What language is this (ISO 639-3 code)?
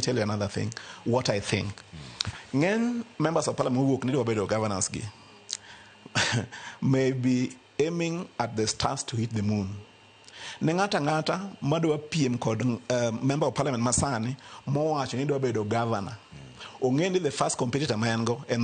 luo